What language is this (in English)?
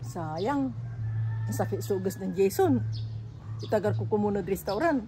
Pangasinan